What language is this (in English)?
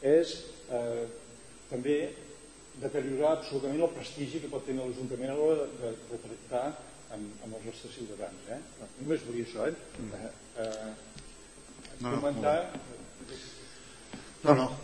Catalan